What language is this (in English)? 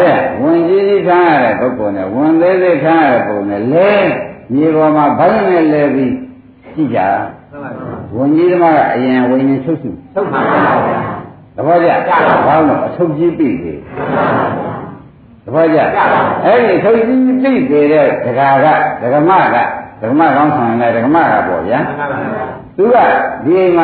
Burmese